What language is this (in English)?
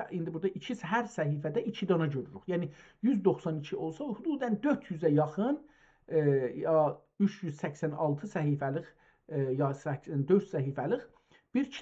South Azerbaijani